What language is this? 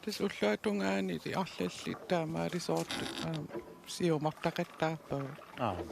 Kalaallisut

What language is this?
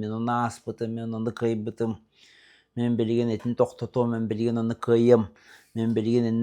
Yakut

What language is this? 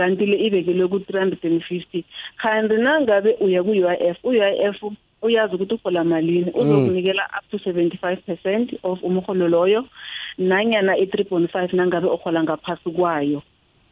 South Ndebele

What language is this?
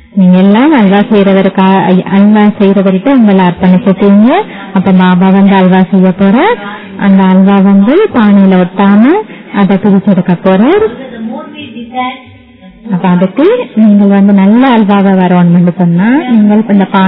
Tamil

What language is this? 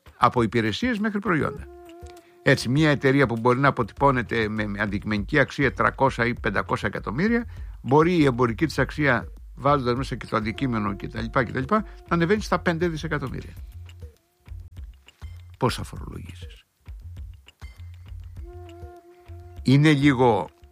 Greek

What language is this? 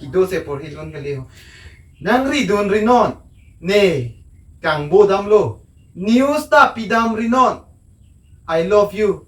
Karbi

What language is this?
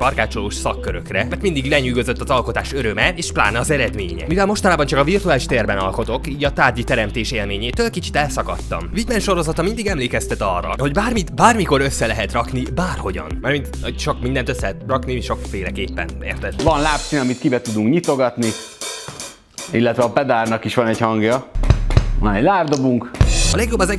Hungarian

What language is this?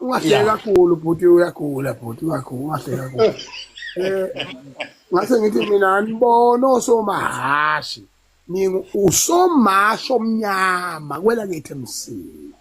Zulu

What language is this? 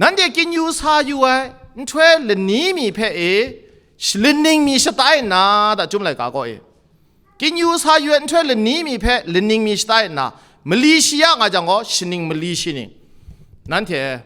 Kachin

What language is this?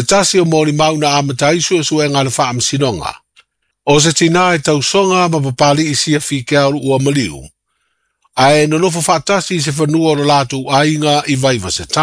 Samoan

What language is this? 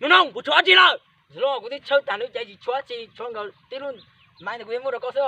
Hmong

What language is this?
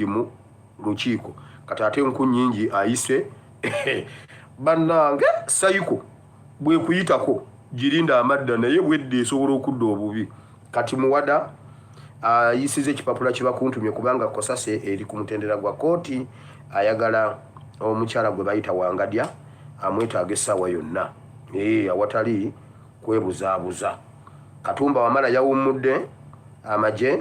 Ganda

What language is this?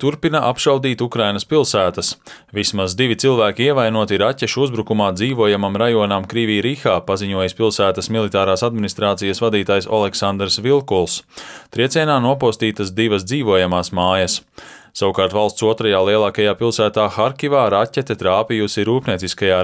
Latvian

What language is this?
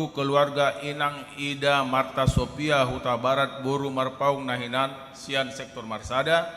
Batak Toba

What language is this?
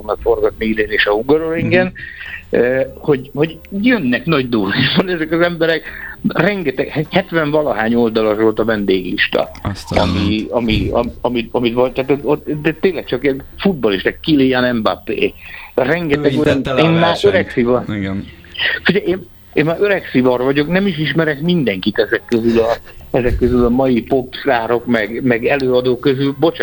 Hungarian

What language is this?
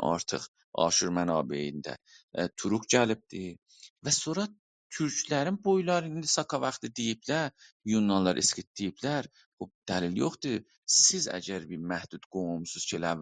South Azerbaijani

